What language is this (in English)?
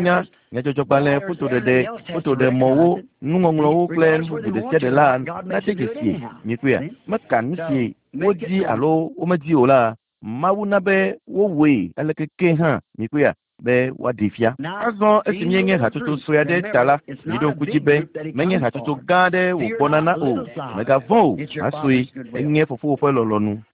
Ewe